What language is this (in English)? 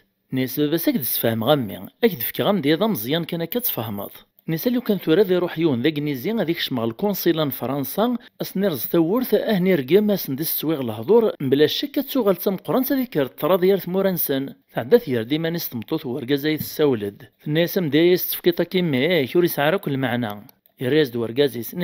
Kabyle